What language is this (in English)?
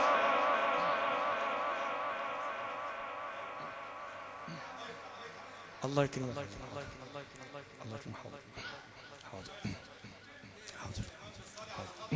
Arabic